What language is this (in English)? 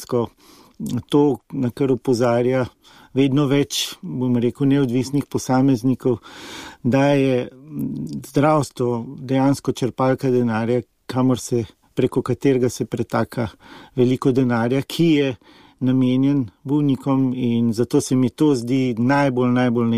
Slovenian